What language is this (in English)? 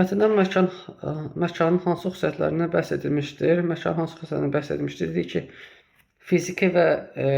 Azerbaijani